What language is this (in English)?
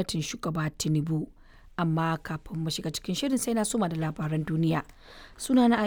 Hausa